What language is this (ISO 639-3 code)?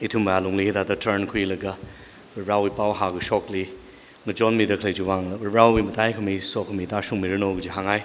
nmf